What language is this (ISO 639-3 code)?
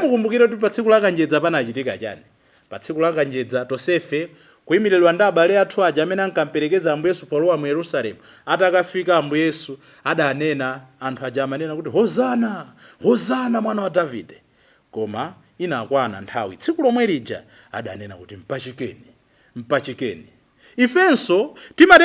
nya